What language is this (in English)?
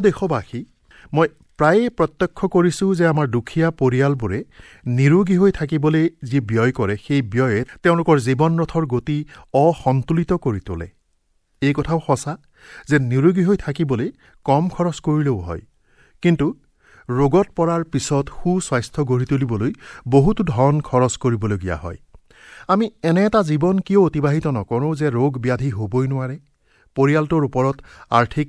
Assamese